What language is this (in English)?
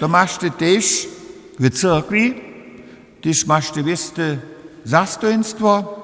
Upper Sorbian